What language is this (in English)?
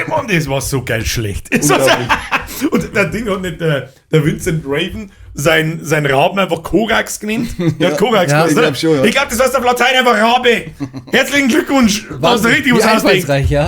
Bavarian